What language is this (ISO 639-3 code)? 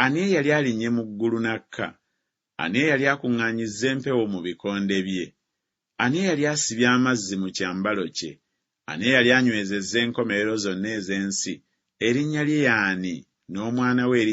lug